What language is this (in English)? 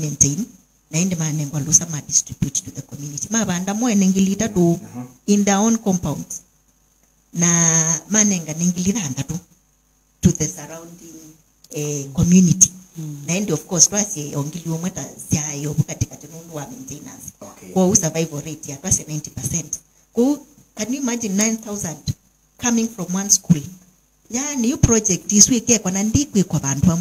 Kamba